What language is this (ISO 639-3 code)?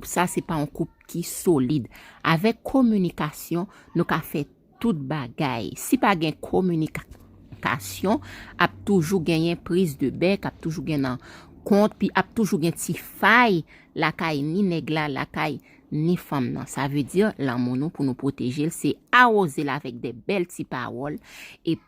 hat